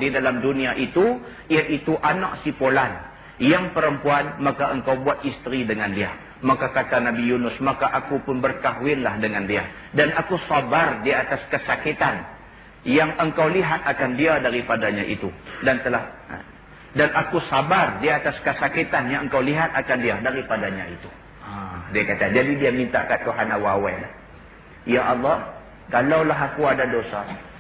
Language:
Malay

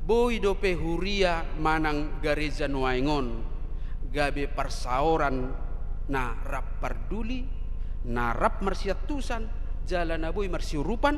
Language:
Batak Toba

